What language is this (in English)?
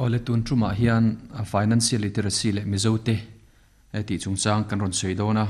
Mizo